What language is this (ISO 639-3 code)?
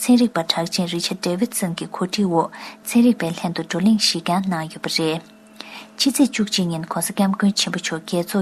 bod